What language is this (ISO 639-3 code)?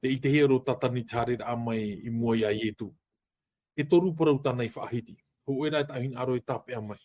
tah